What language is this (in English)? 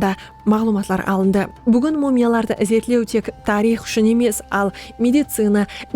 Kara-Kalpak